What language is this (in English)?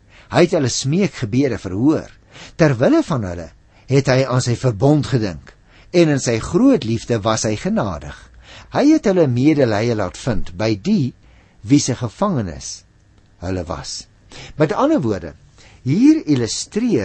Afrikaans